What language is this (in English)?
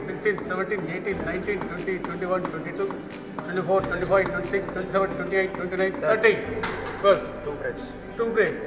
Telugu